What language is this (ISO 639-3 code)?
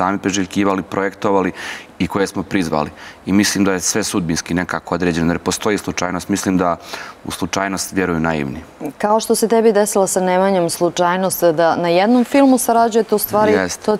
srp